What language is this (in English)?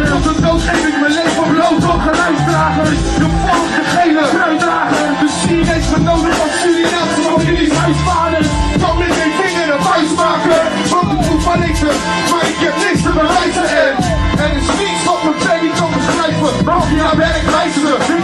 Dutch